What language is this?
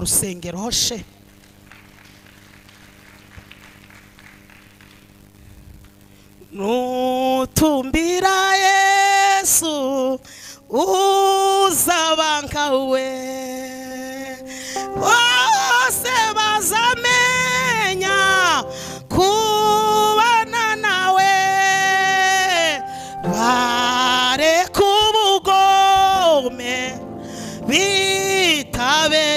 Kinyarwanda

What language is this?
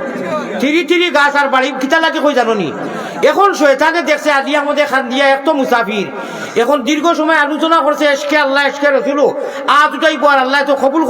Sylheti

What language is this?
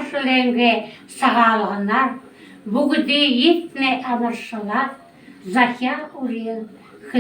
Buriat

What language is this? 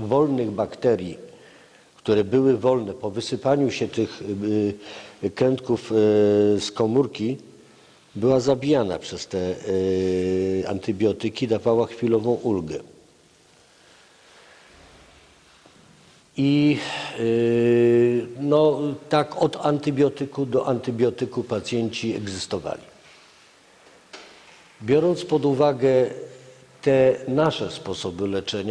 Polish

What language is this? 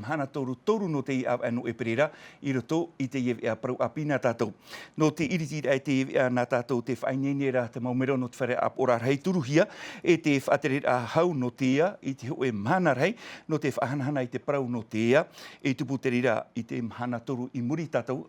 Tahitian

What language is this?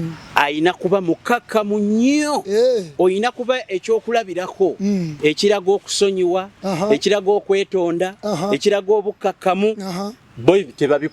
Ganda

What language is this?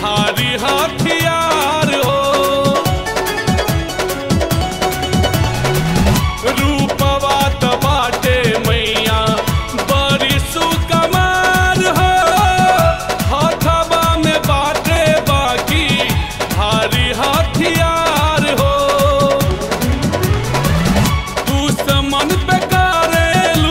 Bhojpuri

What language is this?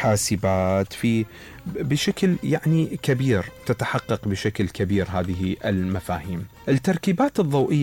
Mesopotamian Arabic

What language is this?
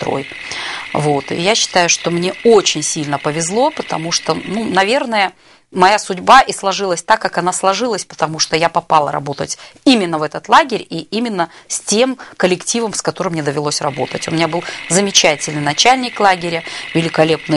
Russian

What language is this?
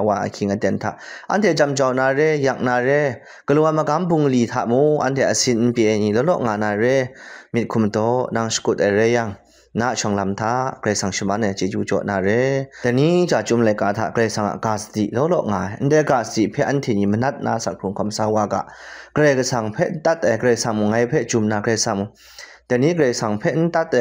Kachin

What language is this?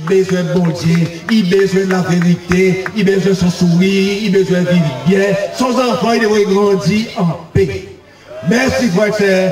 Seselwa Creole French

